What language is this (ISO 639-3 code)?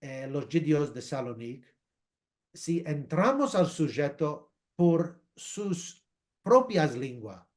lad